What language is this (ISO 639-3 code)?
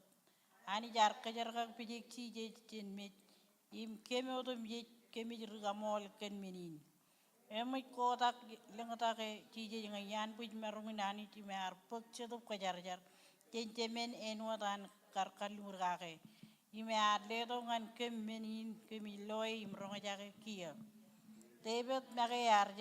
mah